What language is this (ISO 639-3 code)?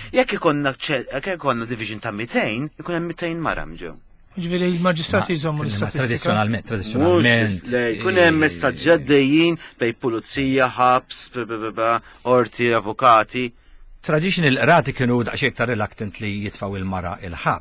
mlt